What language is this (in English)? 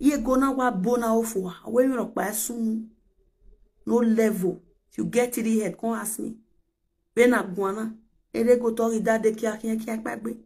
Nigerian Pidgin